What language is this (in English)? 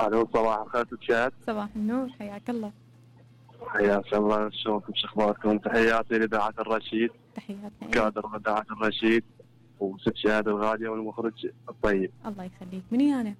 Mesopotamian Arabic